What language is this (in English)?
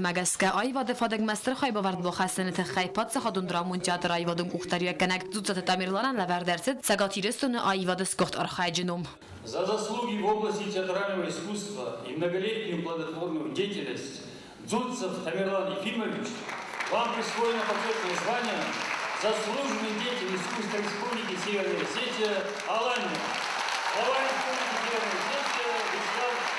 Ossetic